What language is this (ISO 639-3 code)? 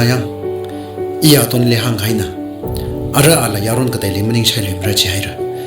nmf